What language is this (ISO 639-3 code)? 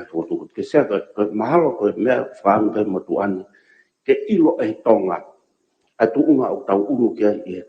ton